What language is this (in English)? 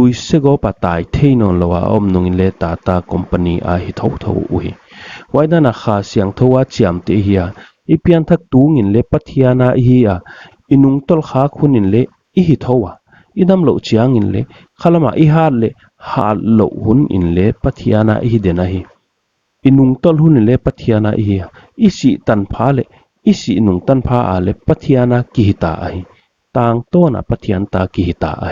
Paite Chin